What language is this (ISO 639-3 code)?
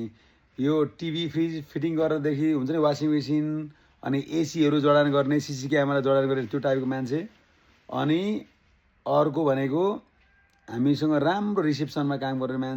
nep